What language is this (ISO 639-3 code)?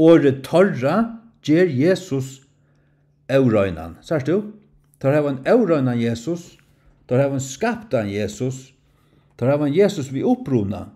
fao